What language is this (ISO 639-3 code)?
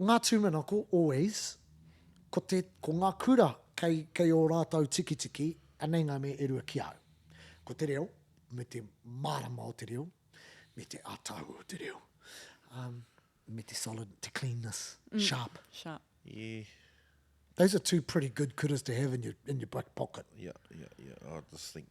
mri